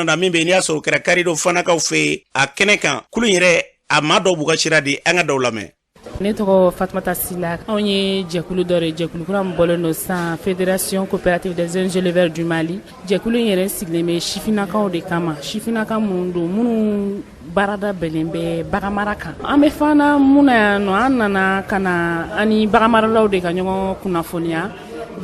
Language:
Bambara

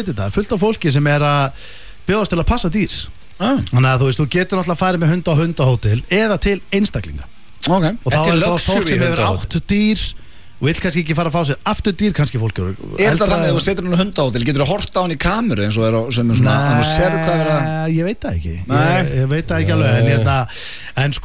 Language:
Icelandic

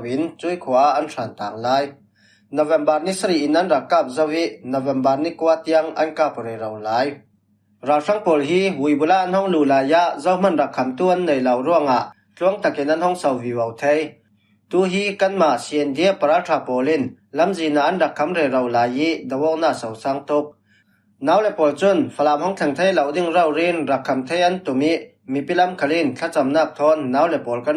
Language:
Falam Chin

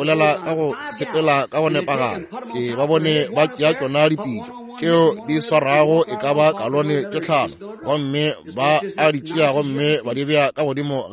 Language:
Northern Sotho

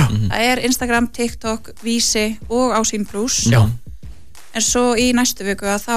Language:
Icelandic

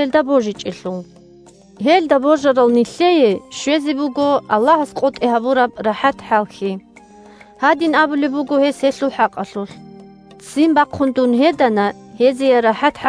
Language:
Avaric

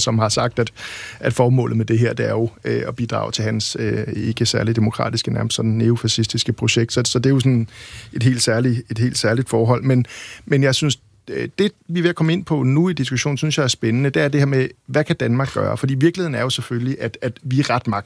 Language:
Danish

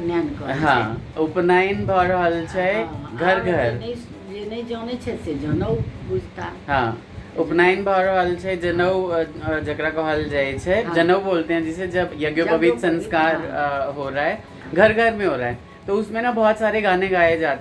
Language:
Maithili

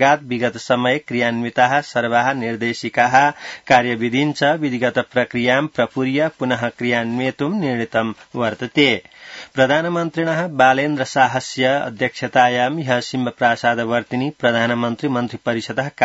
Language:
Sanskrit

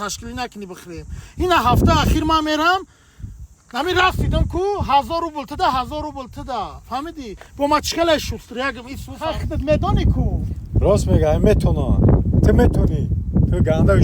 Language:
Tajik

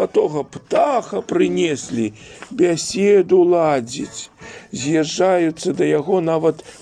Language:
Belarusian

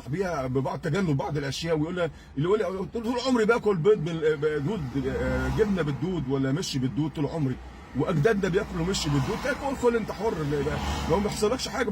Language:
Egyptian Arabic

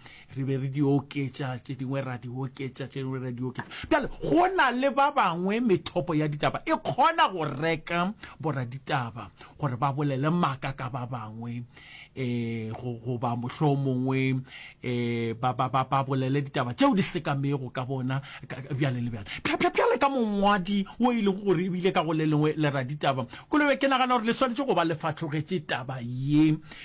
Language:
Northern Sotho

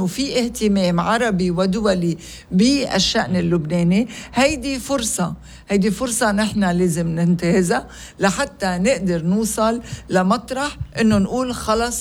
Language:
North Levantine Arabic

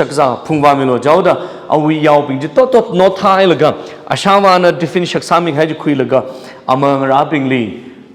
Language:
Tangkhul Naga (India)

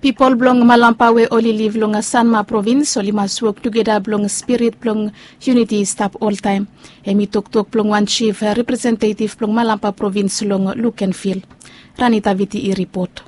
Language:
Bislama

